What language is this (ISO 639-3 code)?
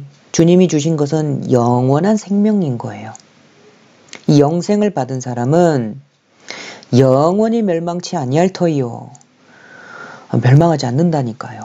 kor